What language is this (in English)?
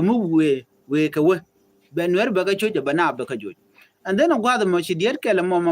Nuer